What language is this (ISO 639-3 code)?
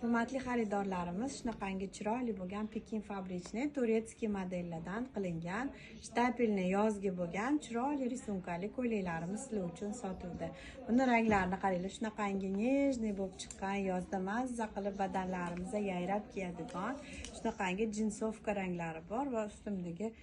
uzb